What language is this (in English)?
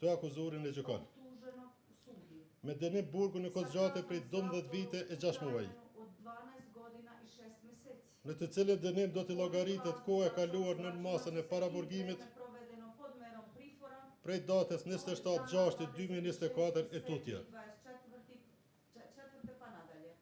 Albanian